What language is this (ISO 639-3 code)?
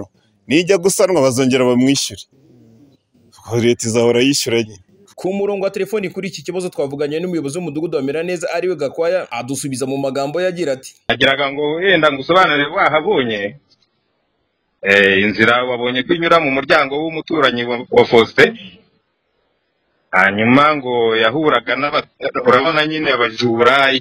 kin